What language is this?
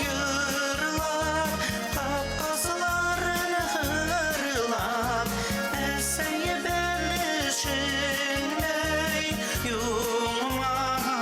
Bashkir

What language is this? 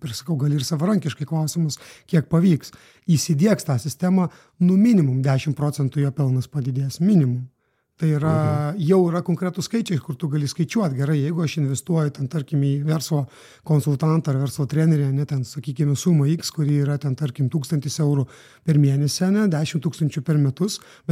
Lithuanian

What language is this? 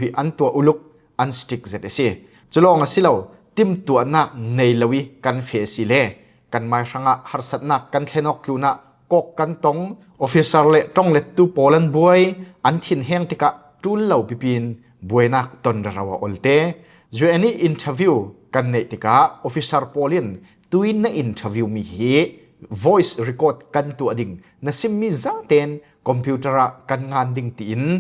Falam Chin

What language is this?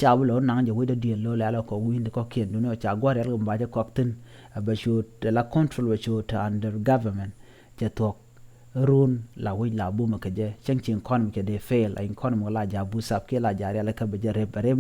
Nuer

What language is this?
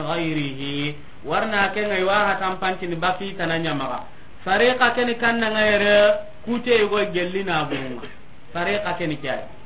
Soninke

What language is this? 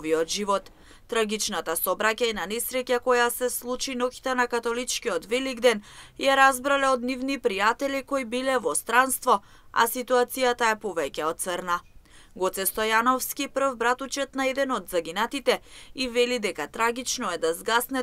Macedonian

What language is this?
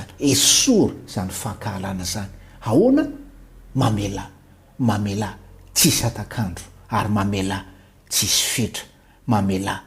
Malagasy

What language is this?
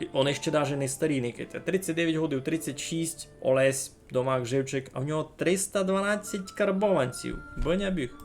Rusyn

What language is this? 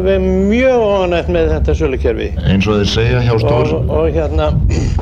Icelandic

